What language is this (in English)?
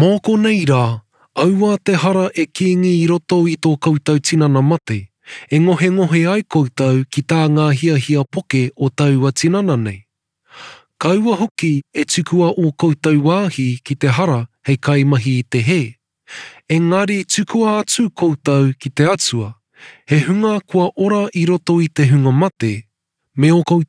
Māori